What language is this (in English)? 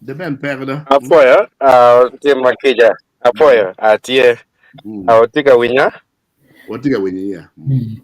Acoli